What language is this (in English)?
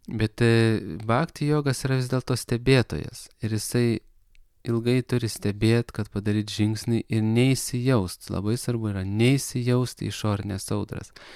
Lithuanian